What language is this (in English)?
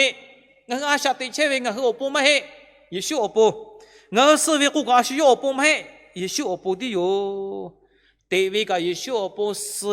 Lahu